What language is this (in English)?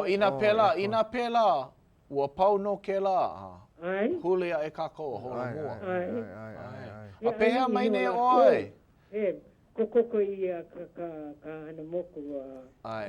Hawaiian